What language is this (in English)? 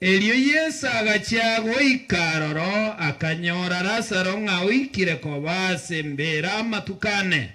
Gusii